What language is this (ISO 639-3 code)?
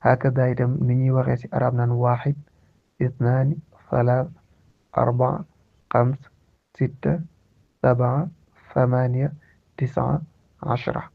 wol